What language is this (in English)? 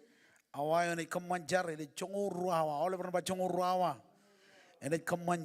Marshallese